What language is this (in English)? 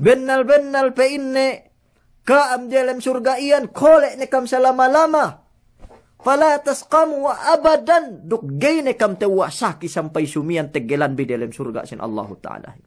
Yakan